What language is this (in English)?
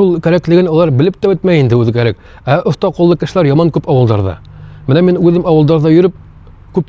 Bashkir